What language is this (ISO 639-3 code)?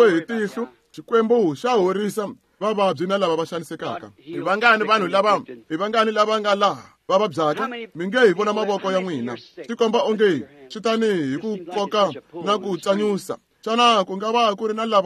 tso